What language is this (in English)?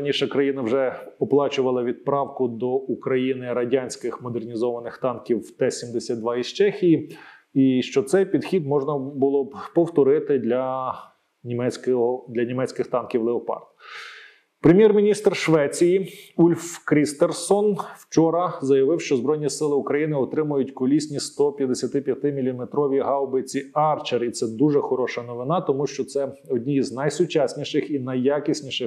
Ukrainian